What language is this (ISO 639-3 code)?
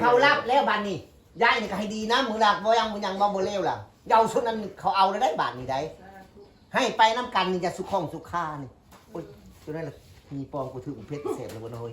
tts